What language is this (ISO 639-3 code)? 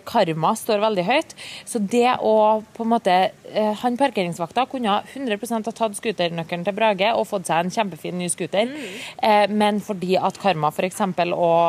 nor